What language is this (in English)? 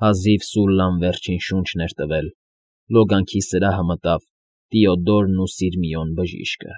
Armenian